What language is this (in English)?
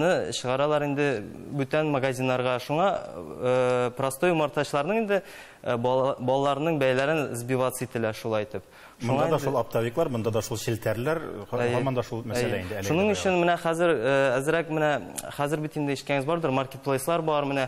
Tatar